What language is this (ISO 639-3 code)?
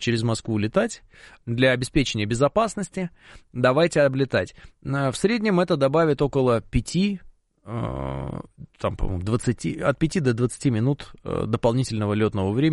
rus